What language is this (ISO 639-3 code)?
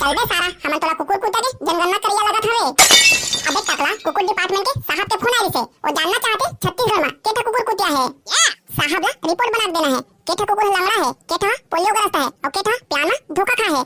hne